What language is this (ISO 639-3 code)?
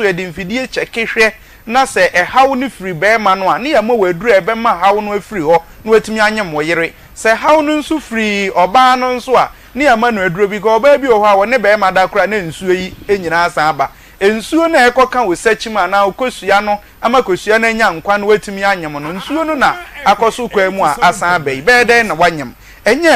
aka